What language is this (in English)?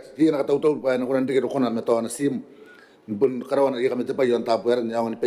Gilbertese